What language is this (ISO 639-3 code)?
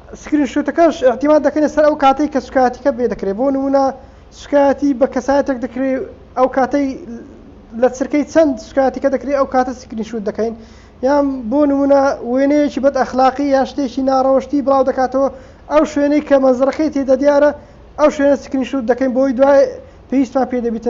ckb